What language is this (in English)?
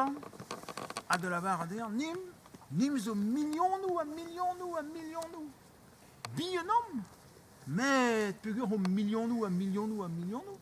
Breton